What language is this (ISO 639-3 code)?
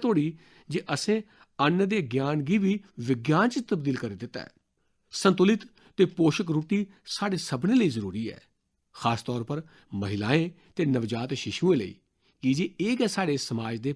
doi